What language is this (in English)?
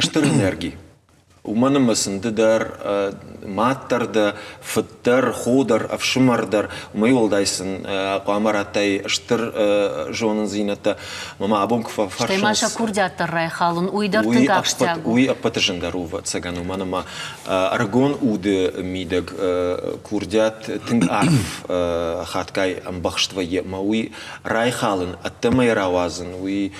Ossetic